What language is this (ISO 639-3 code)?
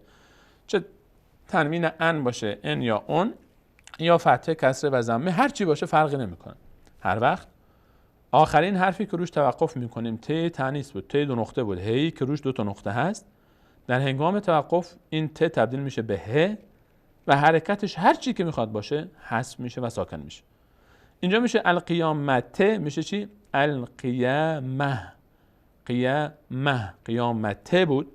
fas